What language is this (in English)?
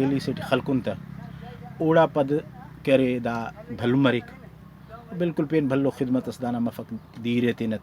Brahui